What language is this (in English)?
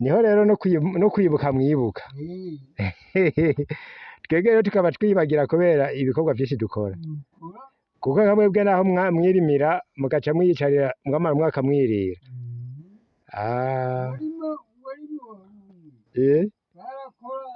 Rundi